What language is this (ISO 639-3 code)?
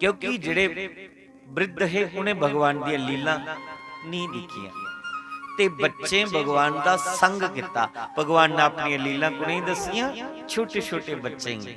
doi